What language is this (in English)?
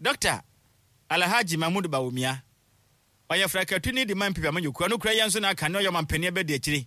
Akan